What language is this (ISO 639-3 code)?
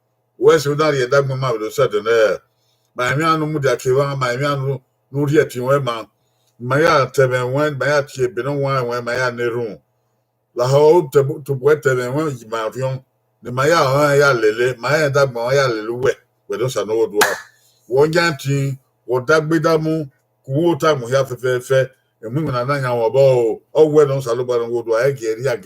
bin